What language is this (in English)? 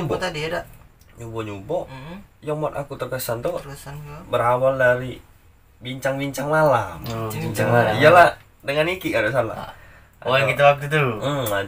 Musi